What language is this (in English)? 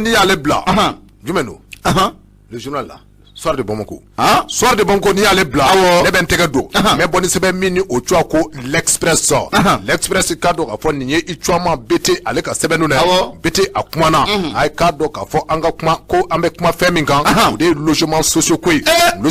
Bambara